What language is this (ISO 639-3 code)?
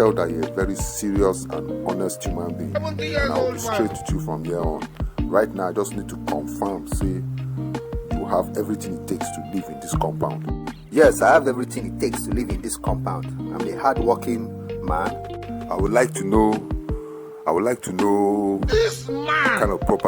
pcm